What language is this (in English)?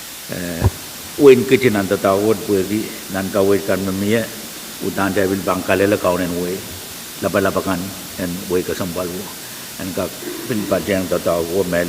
Pohnpeian